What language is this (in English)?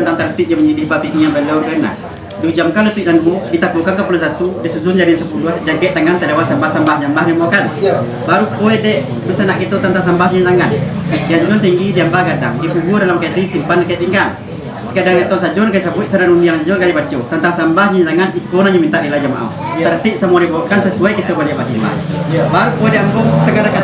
Minangkabau